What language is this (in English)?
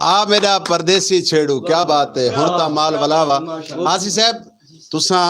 Saraiki